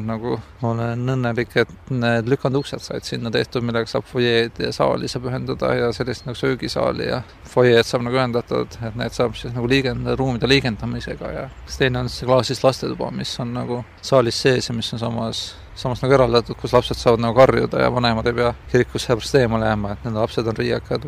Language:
Estonian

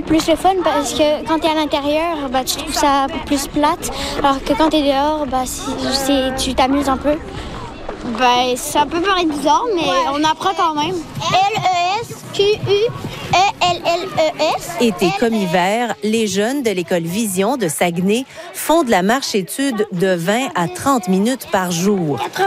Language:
French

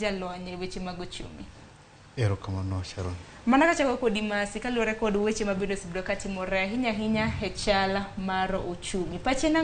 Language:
Luo (Kenya and Tanzania)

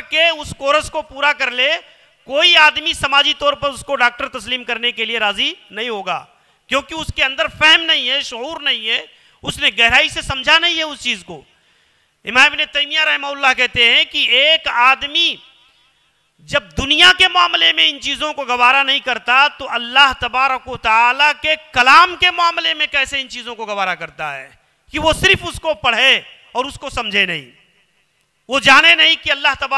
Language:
Urdu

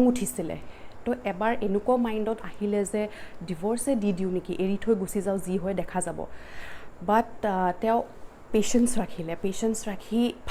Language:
Assamese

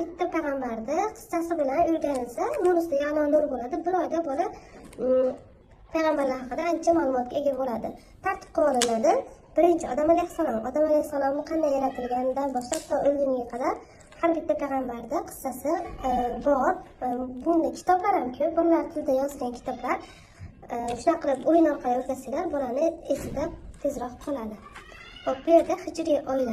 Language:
Uzbek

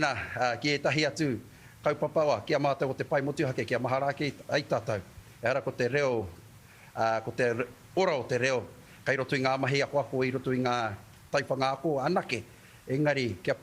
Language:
Māori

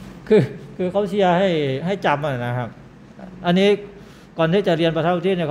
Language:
Thai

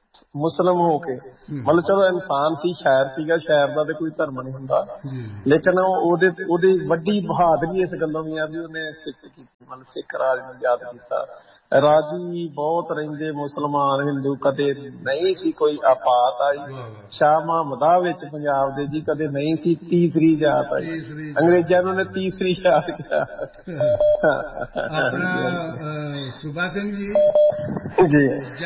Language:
Punjabi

